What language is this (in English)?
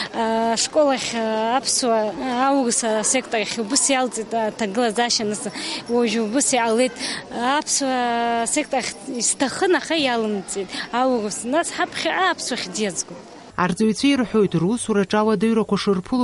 Abkhazian